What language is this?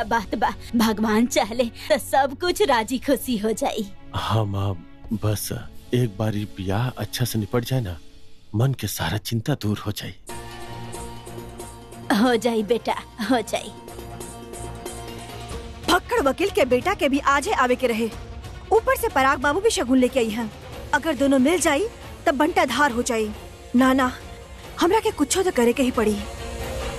Bhojpuri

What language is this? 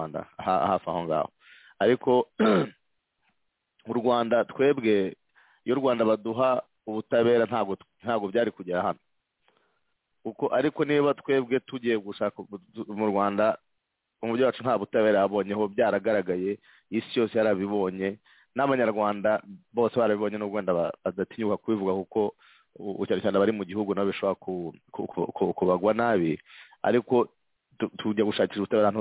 Kinyarwanda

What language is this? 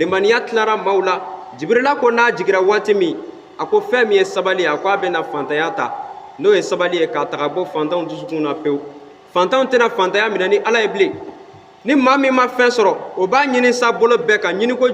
Bambara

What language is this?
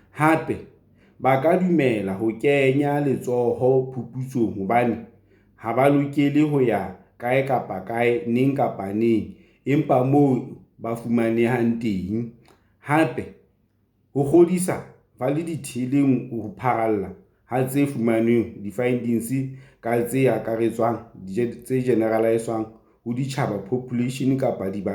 Southern Sotho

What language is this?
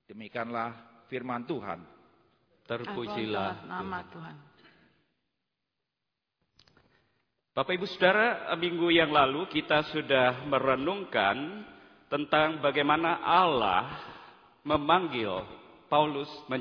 Indonesian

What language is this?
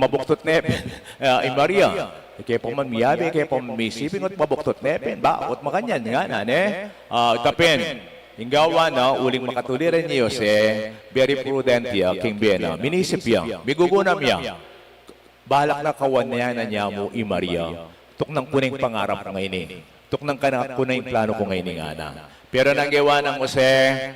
Pampanga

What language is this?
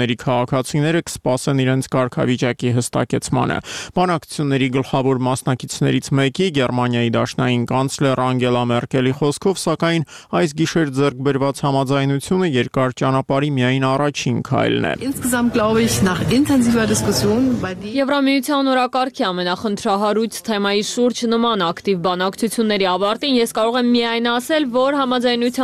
Armenian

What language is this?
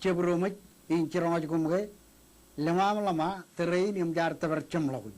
Marshallese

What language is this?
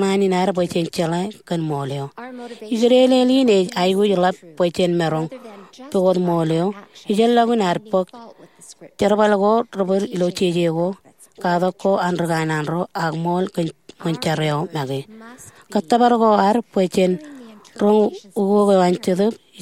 Marshallese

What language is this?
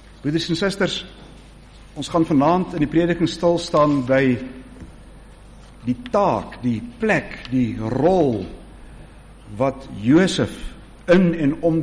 Afrikaans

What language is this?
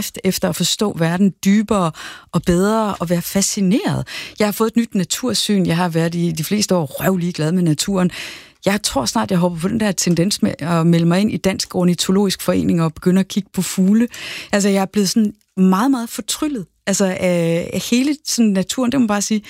Danish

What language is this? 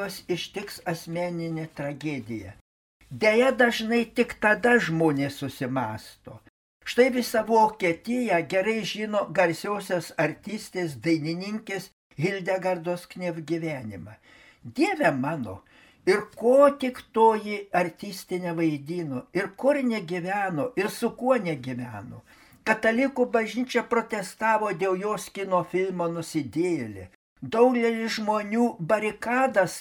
Lithuanian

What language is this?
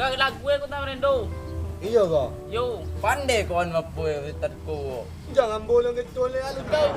Minangkabau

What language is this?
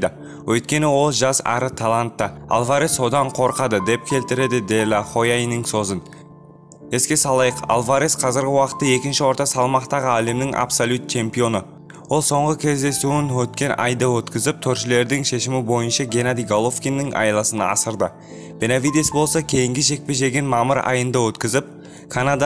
Kazakh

